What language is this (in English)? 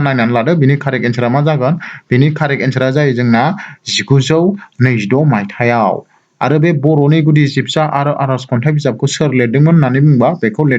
Bodo